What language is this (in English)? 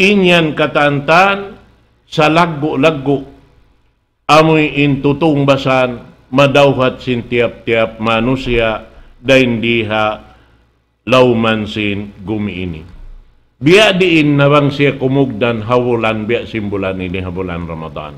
Tausug